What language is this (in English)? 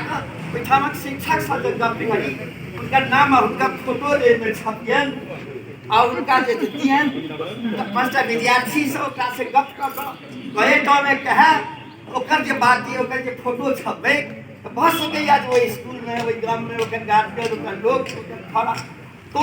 Maithili